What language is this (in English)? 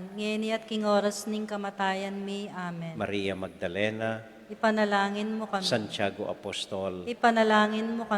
Pampanga